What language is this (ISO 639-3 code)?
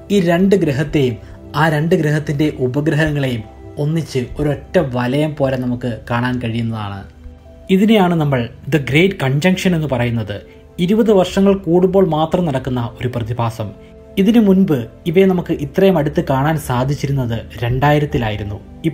mal